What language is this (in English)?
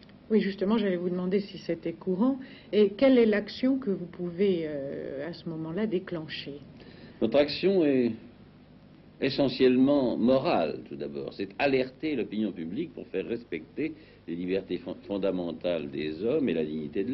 French